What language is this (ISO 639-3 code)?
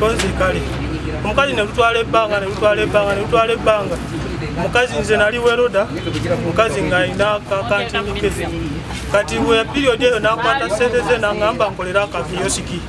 lug